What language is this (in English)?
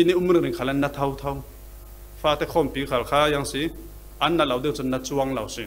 Falam Chin